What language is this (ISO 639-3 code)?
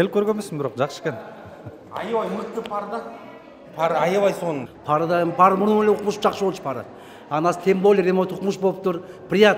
kir